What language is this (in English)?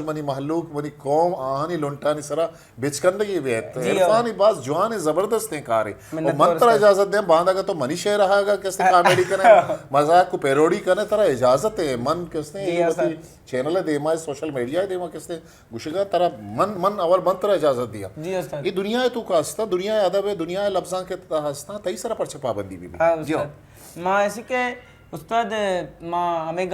Eastern Balochi